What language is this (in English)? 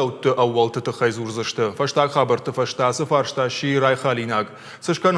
Ossetic